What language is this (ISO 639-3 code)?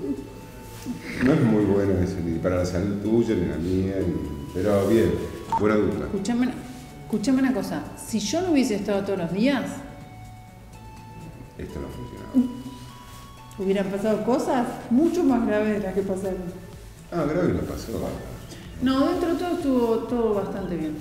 spa